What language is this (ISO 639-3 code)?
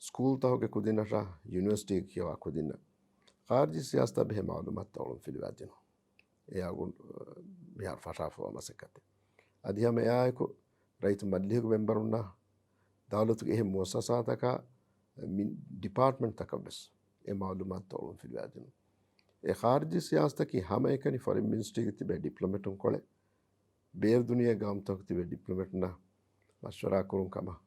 div